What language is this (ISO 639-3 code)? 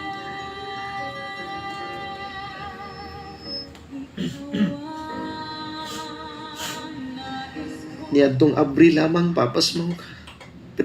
ceb